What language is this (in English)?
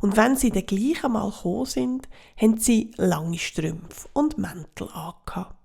Swiss German